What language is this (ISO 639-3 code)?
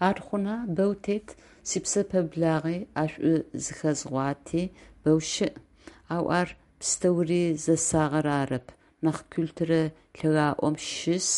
ady